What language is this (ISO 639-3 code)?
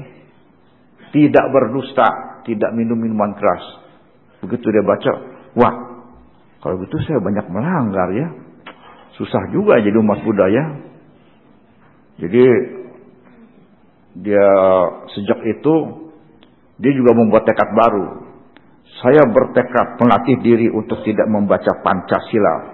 ind